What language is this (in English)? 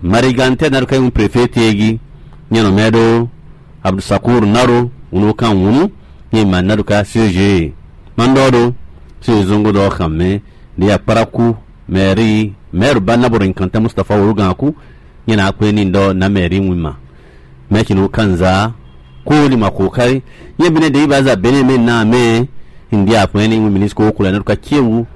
Fon